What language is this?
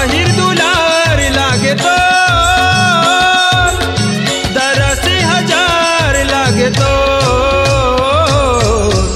Chhattisgarhi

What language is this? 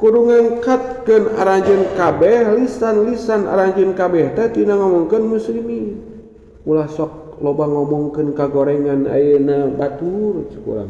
Sundanese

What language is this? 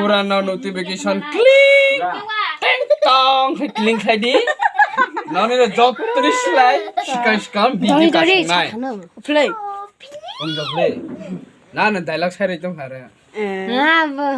Kok Borok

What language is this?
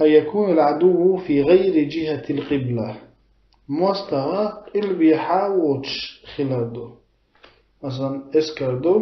Chechen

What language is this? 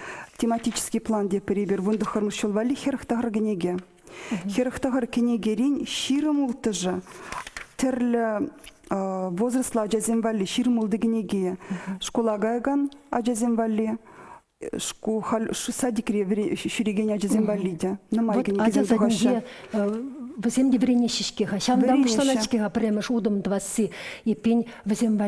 Chuvash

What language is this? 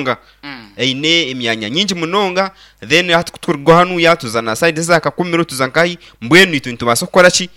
Nyankole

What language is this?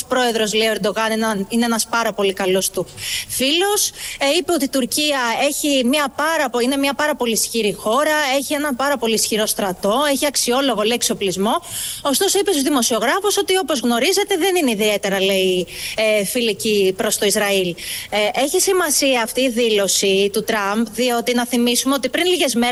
Greek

